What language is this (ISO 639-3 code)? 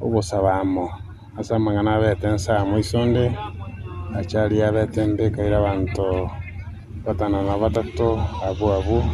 guz